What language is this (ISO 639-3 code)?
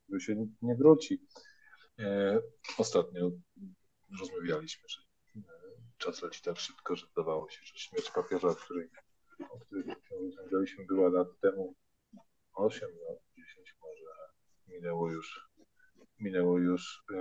pol